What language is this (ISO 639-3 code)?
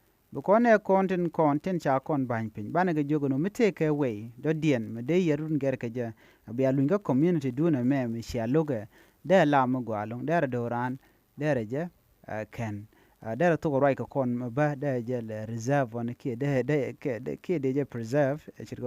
nus